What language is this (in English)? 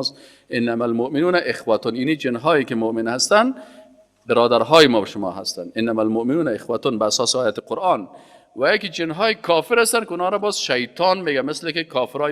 Persian